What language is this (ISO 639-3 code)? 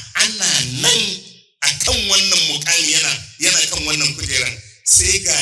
hau